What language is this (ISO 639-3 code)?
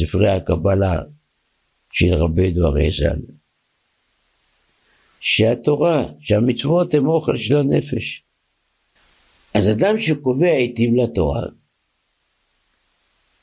heb